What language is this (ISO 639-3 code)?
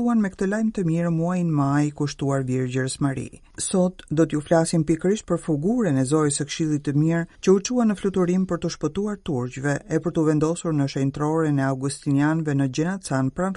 sqi